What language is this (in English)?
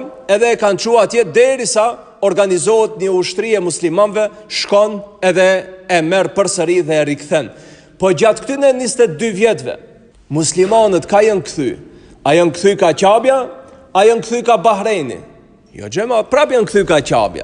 Albanian